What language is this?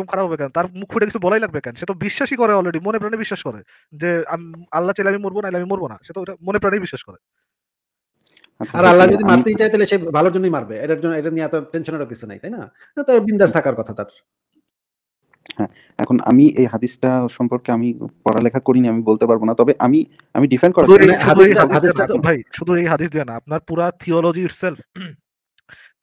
Bangla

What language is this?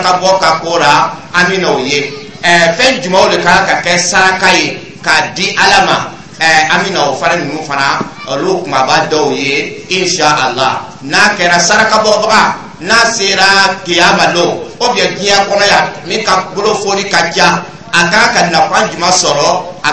Dyula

